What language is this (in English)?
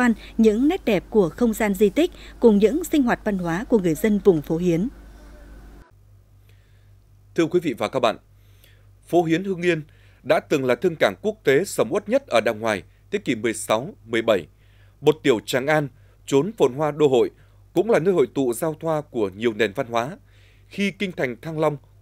Vietnamese